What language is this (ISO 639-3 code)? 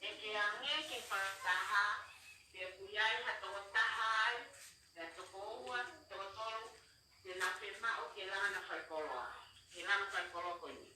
ton